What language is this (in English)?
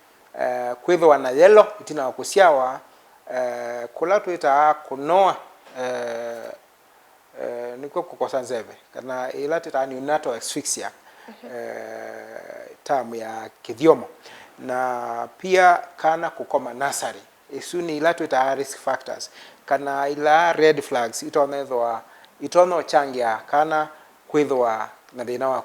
Kamba